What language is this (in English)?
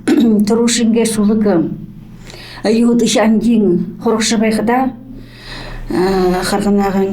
Buriat